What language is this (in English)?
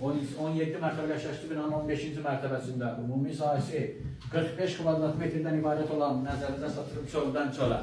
Azerbaijani